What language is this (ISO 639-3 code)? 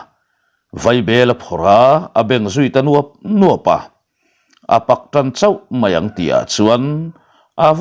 lus